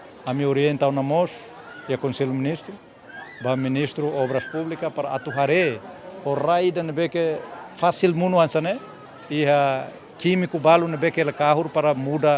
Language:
Tetum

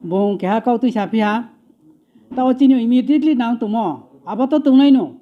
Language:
Riang (India)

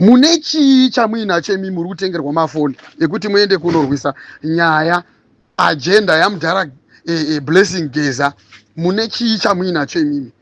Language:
Shona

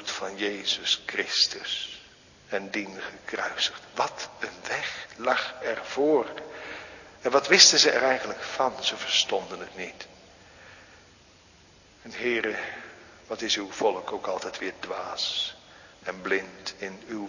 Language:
Dutch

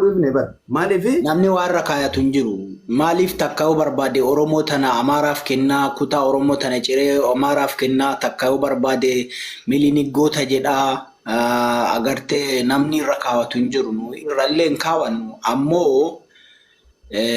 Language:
Oromo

